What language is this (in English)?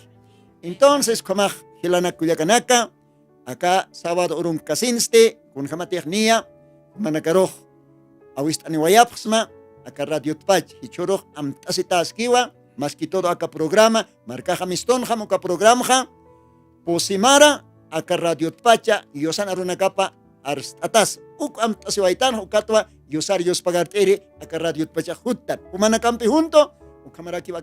Aymara